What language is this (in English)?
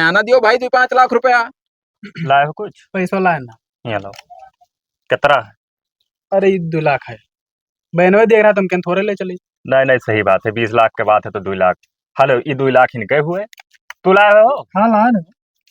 Awadhi